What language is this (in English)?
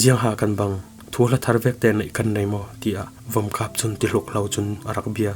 Falam Chin